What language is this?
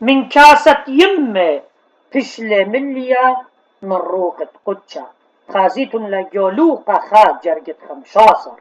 Assyrian Neo-Aramaic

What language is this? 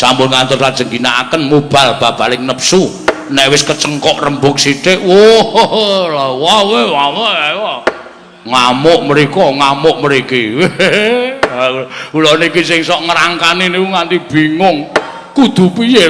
Javanese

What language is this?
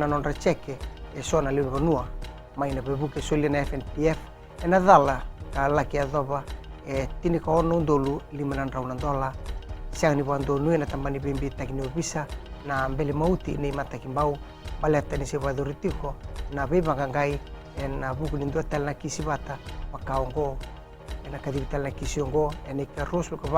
Fijian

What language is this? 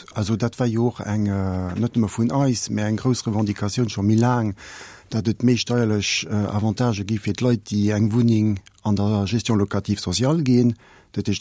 Luxembourgish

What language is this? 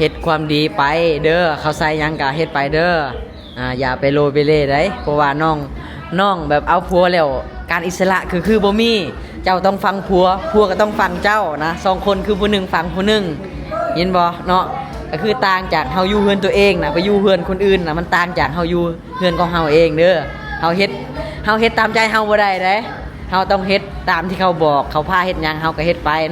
Lao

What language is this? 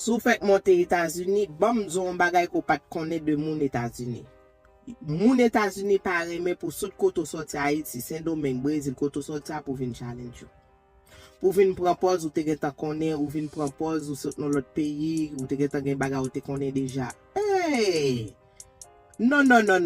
Haitian Creole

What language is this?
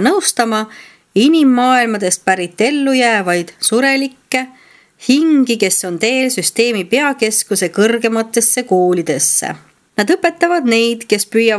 Estonian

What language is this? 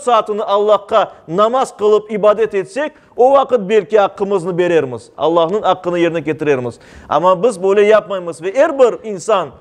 Crimean Tatar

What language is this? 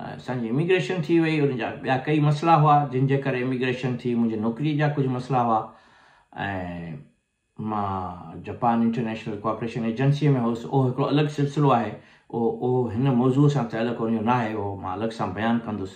Sindhi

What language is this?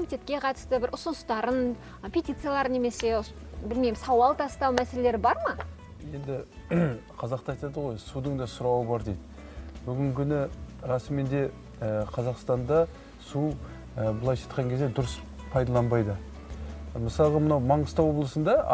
Kazakh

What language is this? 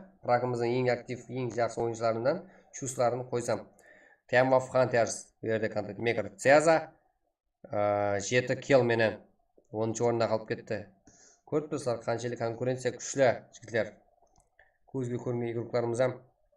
Kara-Kalpak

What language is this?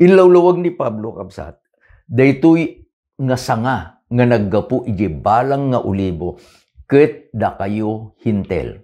Iloko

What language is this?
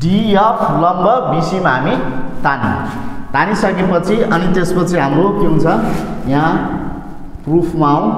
Nepali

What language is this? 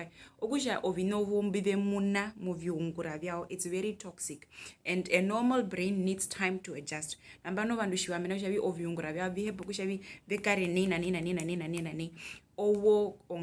Herero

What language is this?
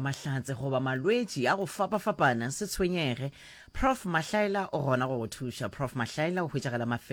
Northern Sotho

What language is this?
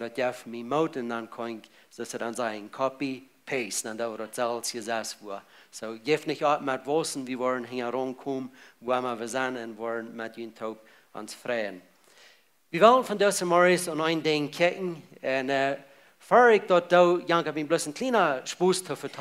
Plautdietsch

